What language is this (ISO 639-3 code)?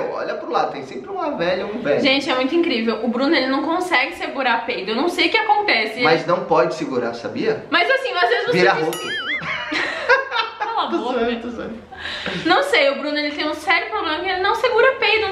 por